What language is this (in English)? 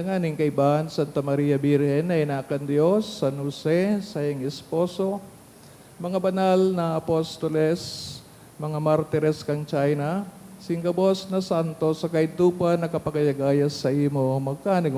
Bikol